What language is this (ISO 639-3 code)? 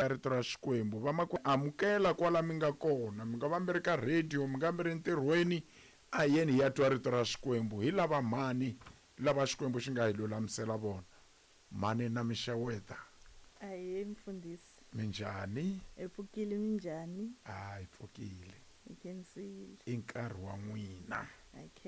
tso